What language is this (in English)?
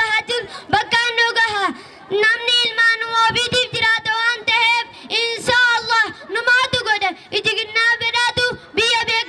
Oromo